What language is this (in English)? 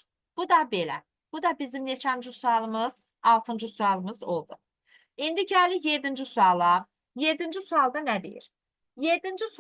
Azerbaijani